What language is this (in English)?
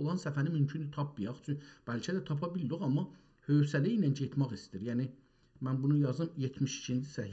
South Azerbaijani